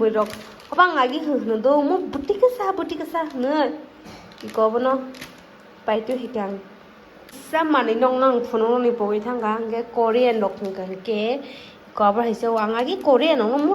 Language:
Kok Borok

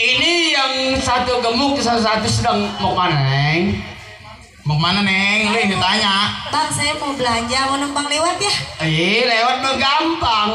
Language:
Betawi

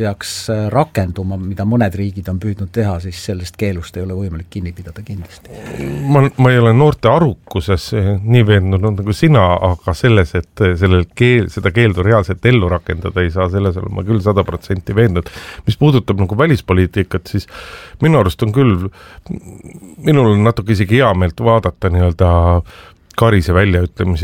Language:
Estonian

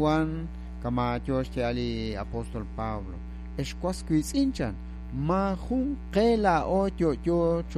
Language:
Kekchí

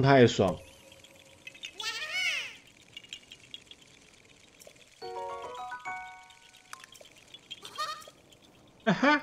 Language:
Chinese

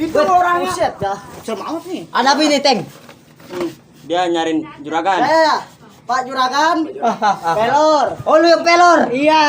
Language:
Betawi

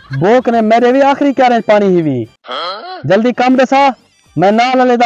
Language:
Saraiki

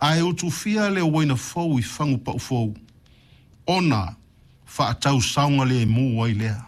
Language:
Samoan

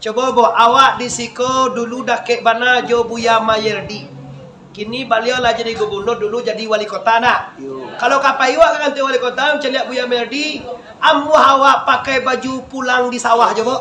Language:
Minangkabau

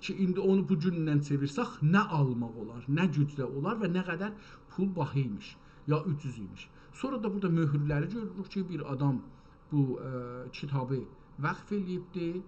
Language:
South Azerbaijani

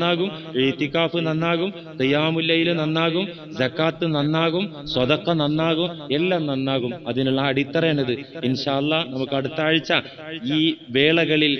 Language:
Malayalam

